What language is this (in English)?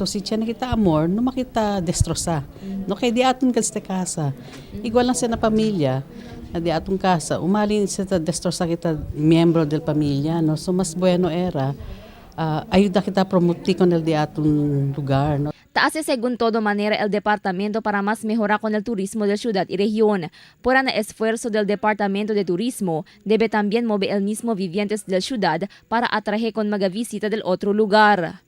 Chavacano